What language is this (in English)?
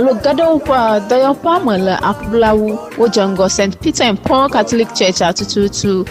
Ewe